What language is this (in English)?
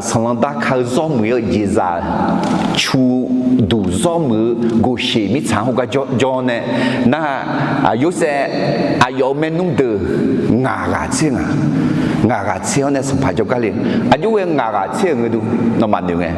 Akha